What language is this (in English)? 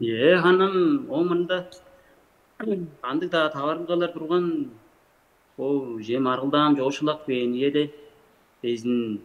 Tuvinian